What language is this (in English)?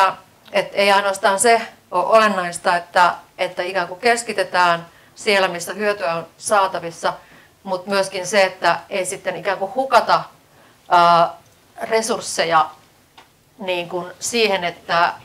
Finnish